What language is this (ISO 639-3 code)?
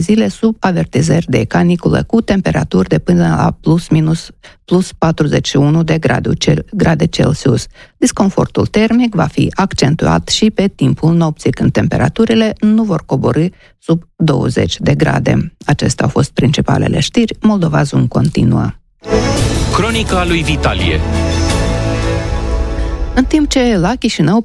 ron